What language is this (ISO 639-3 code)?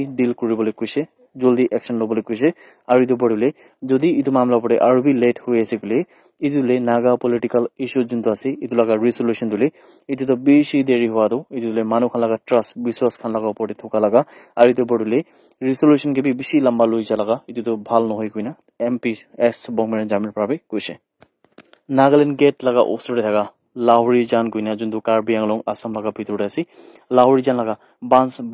nag